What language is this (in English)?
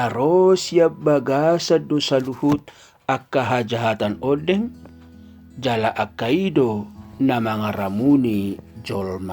Batak Toba